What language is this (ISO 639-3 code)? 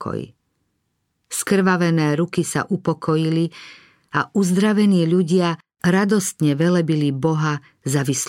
slk